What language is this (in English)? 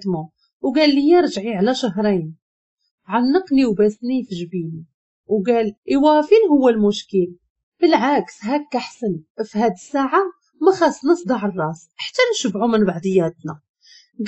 Moroccan Arabic